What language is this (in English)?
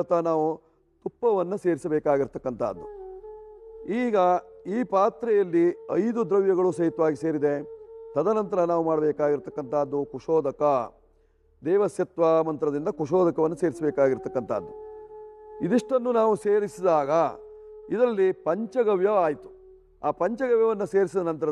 Kannada